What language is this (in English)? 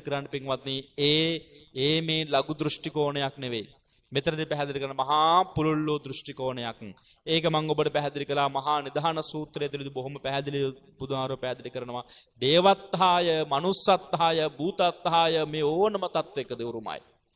Sinhala